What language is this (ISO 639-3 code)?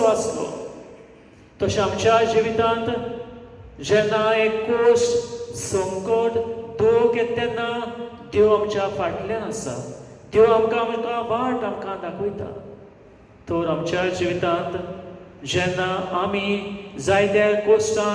kok